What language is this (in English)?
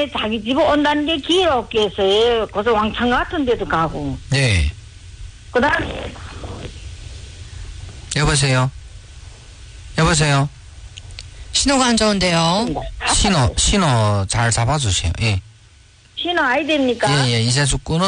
Korean